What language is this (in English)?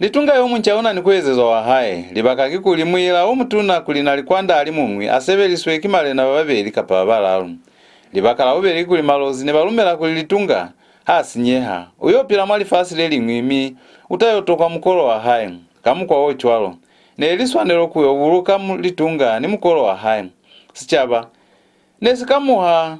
Lozi